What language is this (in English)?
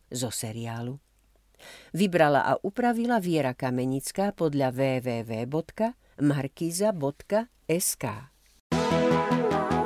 Slovak